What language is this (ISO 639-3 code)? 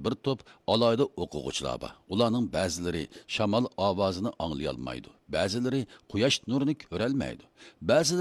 uig